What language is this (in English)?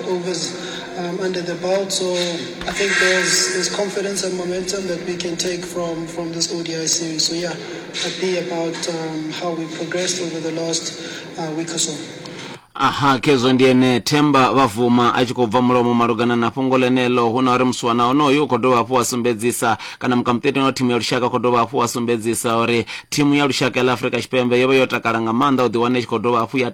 Venda